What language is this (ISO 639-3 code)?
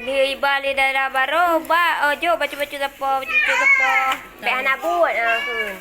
ace